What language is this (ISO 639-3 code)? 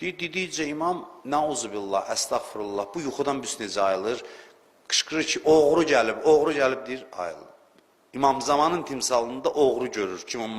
aze